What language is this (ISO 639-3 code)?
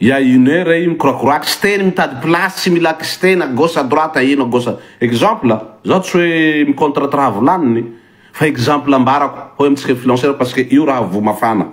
mlg